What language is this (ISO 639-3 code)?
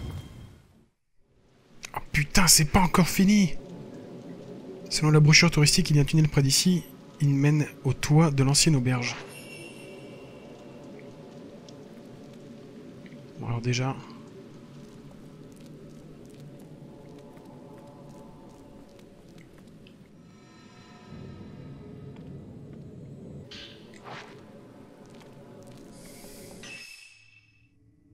fra